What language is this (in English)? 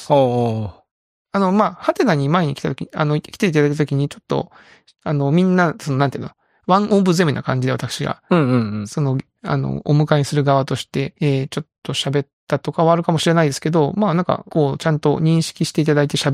Japanese